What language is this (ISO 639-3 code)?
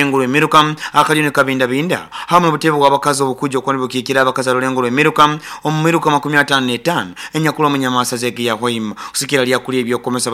nyn